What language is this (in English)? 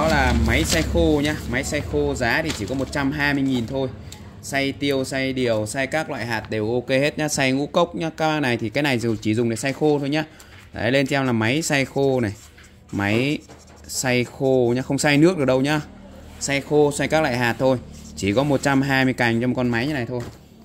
Vietnamese